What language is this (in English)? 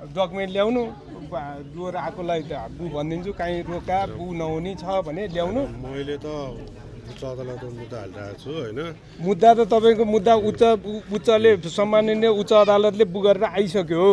Nepali